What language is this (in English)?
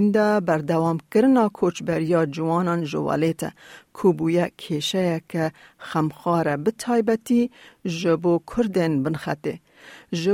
Kurdish